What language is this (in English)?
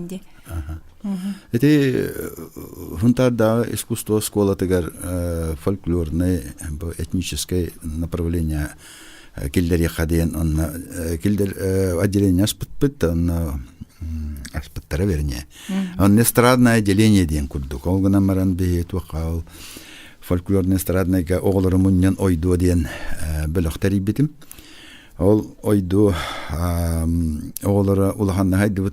Yakut